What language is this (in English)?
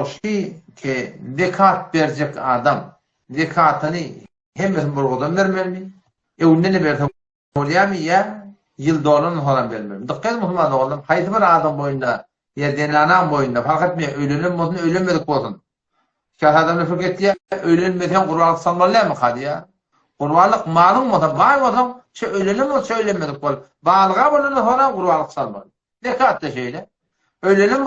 Turkmen